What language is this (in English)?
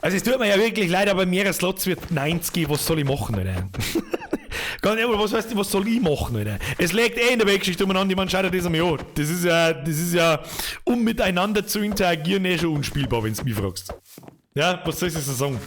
Bavarian